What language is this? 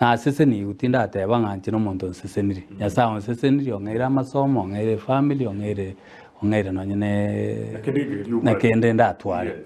Gusii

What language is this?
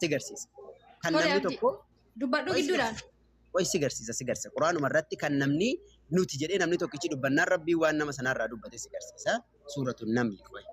Oromo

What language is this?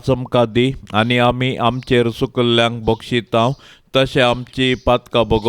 Konkani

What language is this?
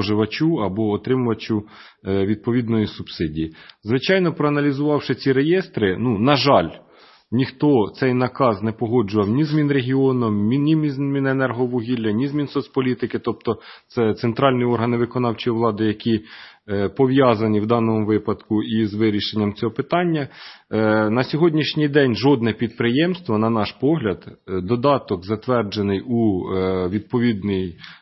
Ukrainian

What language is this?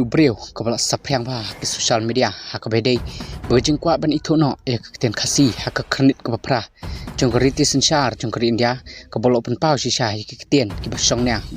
Khasi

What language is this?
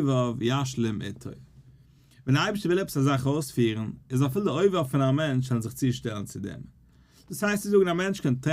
Yiddish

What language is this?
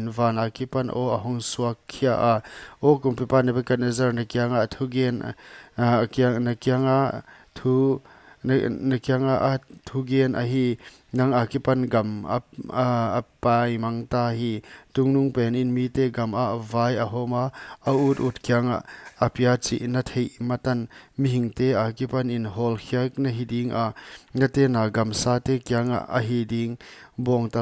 Paite Chin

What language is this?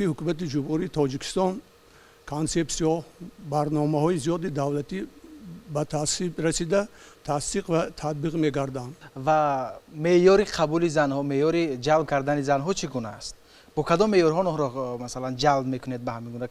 Tajik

